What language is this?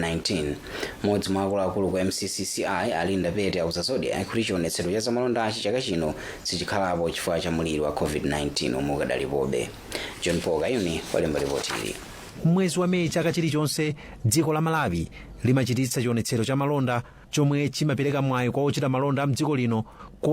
Nyanja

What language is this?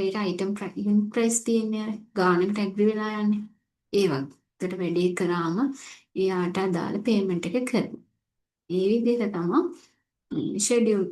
Sinhala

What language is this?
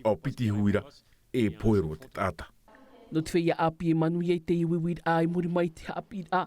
Tahitian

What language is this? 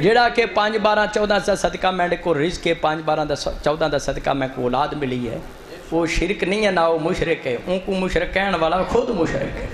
Saraiki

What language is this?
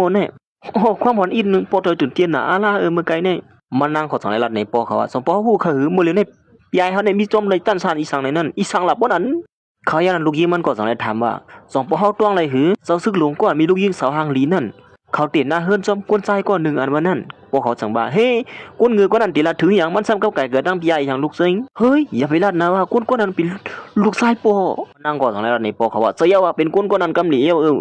Shan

